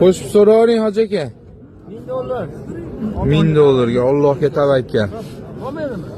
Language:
Uzbek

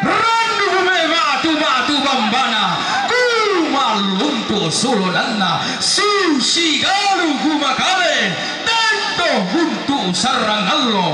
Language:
Toraja-Sa'dan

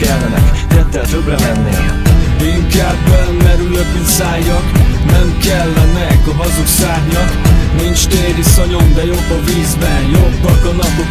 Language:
Hungarian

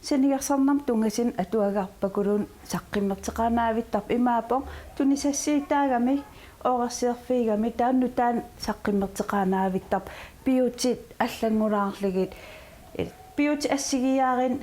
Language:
Kalaallisut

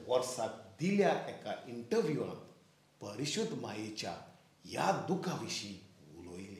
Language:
Konkani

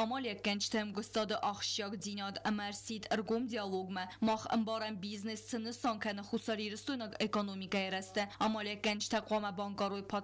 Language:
Ossetic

